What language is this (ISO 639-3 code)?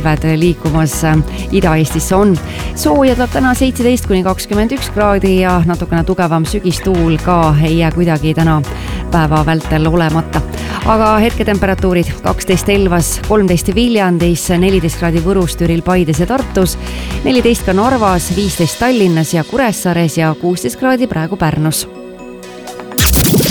est